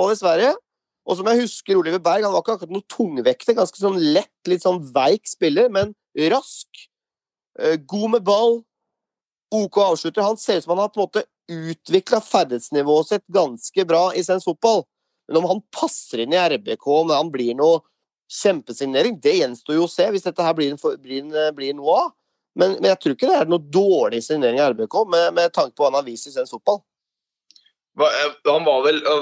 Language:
Norwegian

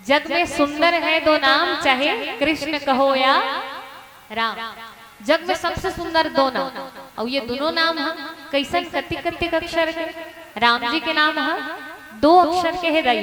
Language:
Chhattisgarhi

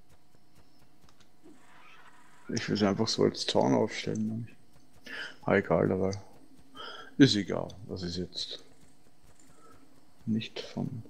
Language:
German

